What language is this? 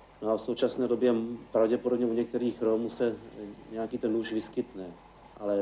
Czech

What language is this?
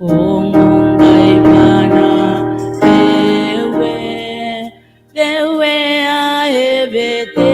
Gilbertese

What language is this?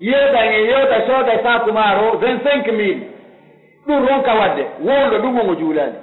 Pular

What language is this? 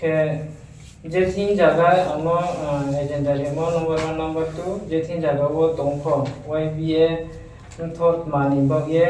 Riang (India)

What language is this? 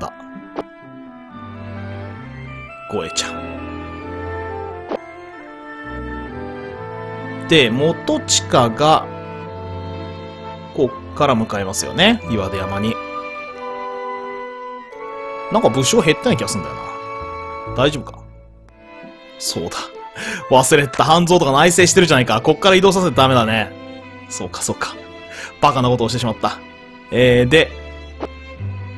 Japanese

